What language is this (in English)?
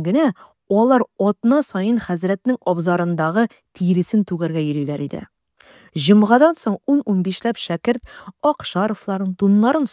Tatar